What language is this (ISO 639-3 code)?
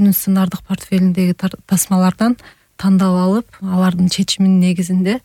kir